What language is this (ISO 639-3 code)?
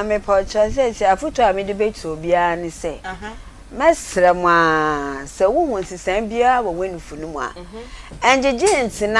aka